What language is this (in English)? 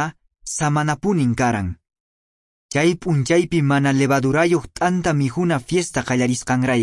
Quechua